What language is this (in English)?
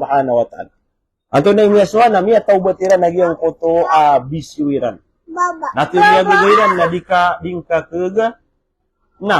Maranao